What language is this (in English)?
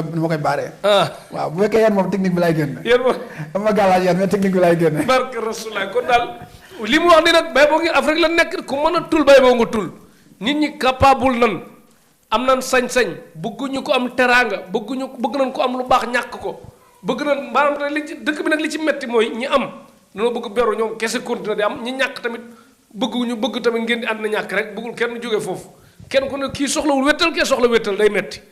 Wolof